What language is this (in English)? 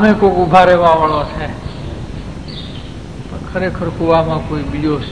Gujarati